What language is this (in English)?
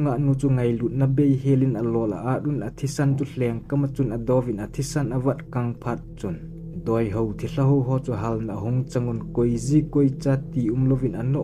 Thado Chin